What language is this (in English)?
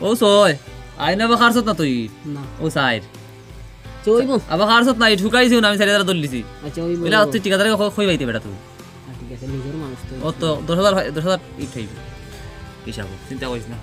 Sylheti